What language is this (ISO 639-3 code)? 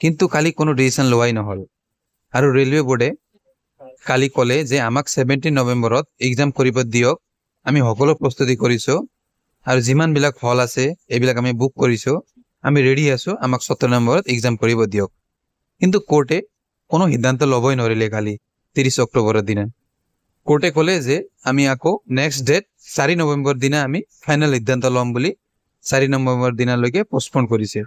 asm